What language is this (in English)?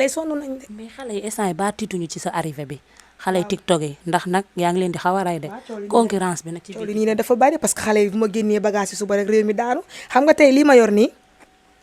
Wolof